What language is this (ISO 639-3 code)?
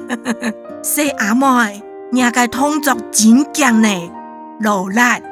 hak